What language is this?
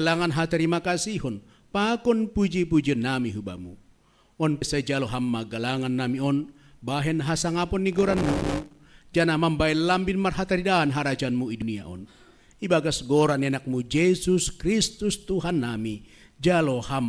Batak Simalungun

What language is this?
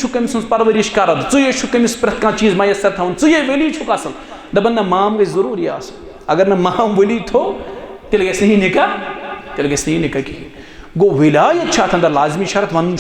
Kashmiri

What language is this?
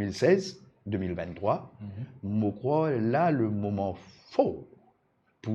Morisyen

